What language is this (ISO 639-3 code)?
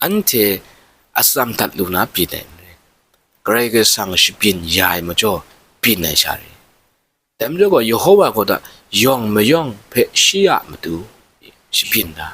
kac